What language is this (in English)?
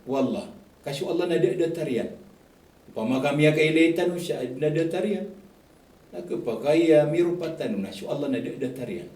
Maranao